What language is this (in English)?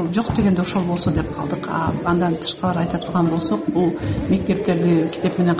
Kyrgyz